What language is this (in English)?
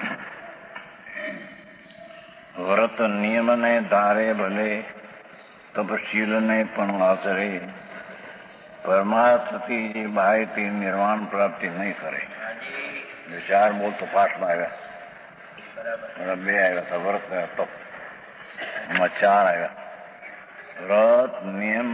Gujarati